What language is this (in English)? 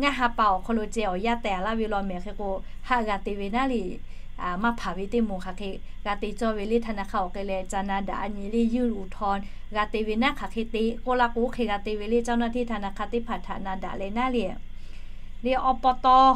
Lahu